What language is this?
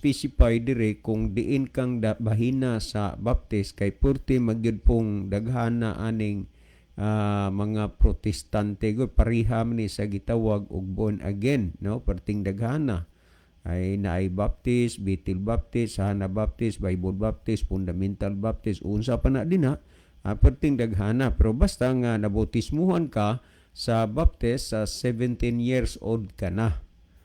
Cebuano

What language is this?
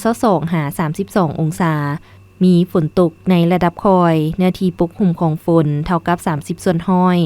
Lao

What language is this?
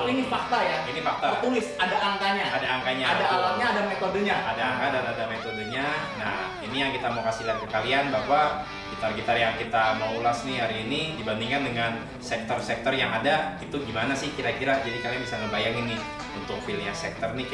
Indonesian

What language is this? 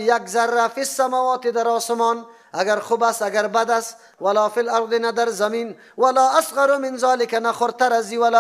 Persian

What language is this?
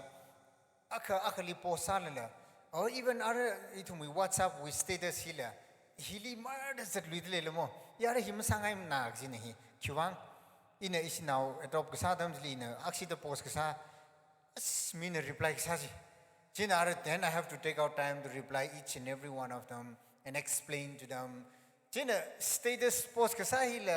Tangkhul Naga (India)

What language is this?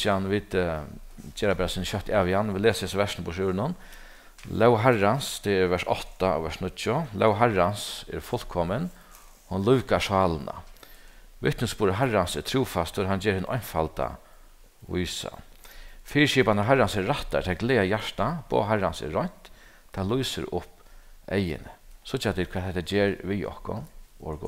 Faroese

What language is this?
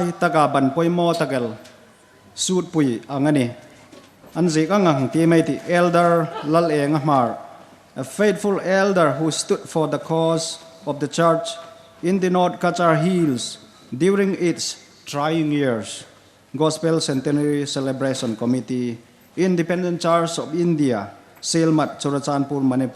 Hmar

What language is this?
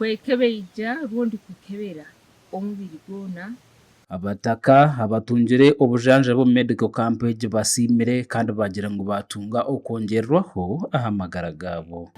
Nyankole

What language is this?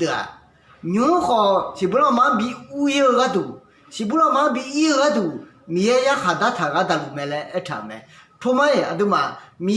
Akha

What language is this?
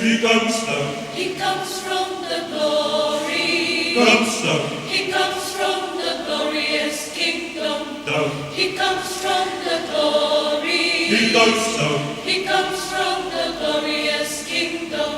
Tongan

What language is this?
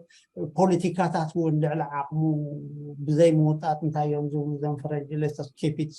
Tigrinya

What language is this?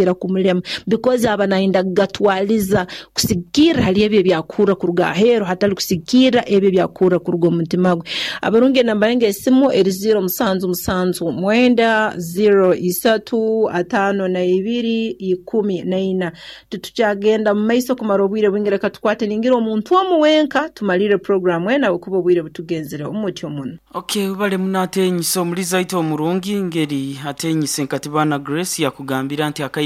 Nyoro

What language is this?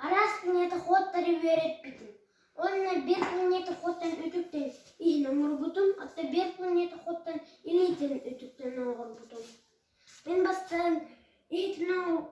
Yakut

